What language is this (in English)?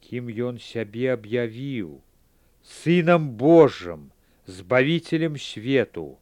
Belarusian